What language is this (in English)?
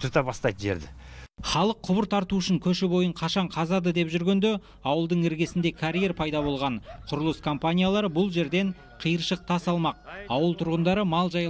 Kazakh